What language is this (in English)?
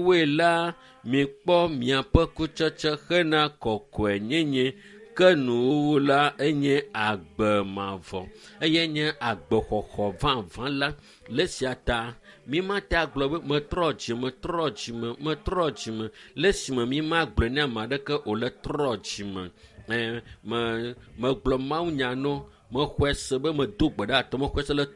Ewe